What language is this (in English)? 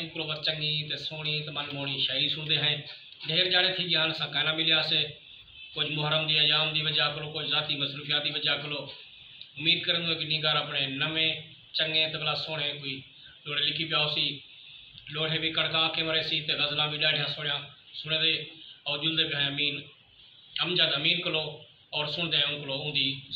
Saraiki